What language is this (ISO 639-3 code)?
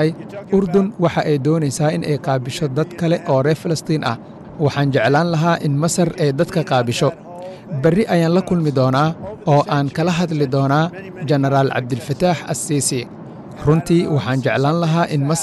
som